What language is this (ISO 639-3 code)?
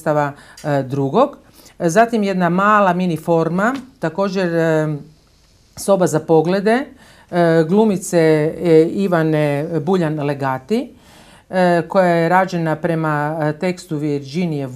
hrv